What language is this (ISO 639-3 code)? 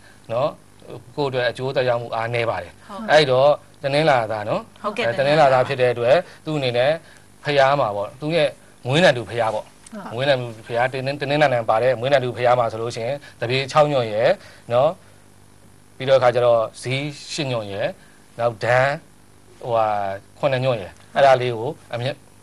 mya